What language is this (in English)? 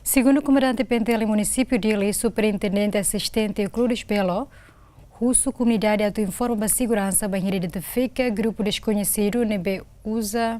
Tetum